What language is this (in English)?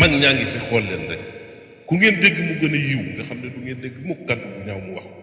Wolof